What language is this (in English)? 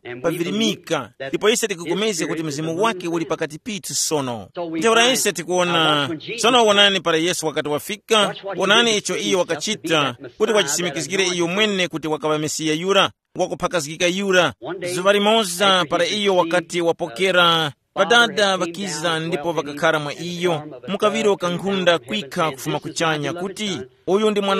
Tumbuka